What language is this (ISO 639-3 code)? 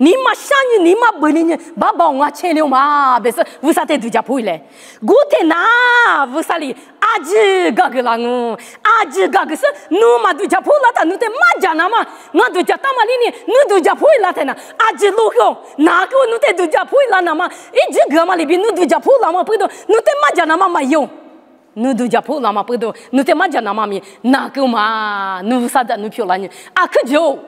lis